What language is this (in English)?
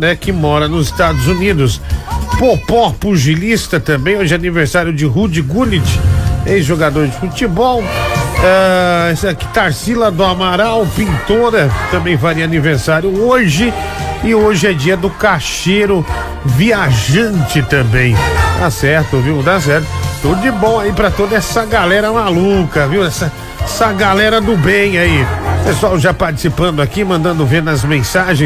Portuguese